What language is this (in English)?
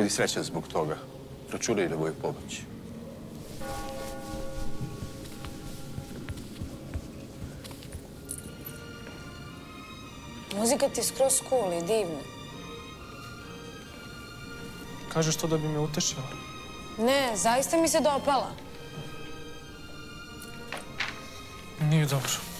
Serbian